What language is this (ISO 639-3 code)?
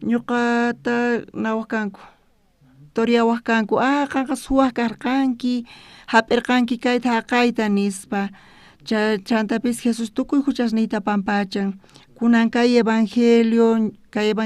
quh